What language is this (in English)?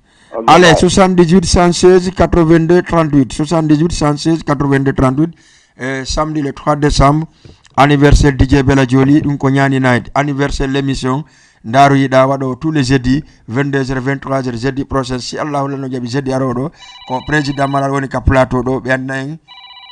Fula